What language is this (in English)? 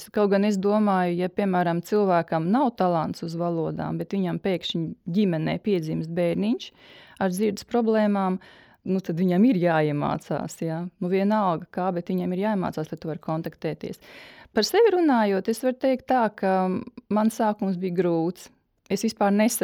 Latvian